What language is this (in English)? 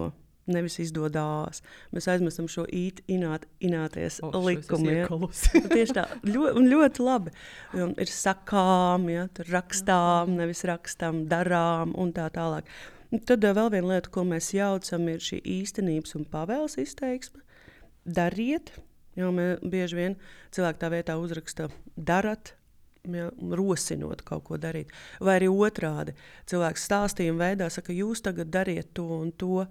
Latvian